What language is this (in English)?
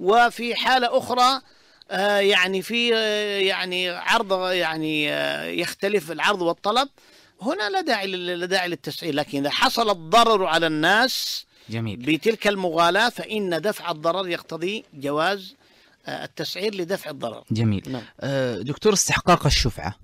Najdi Arabic